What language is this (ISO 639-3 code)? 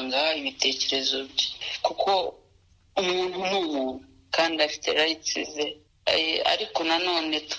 kin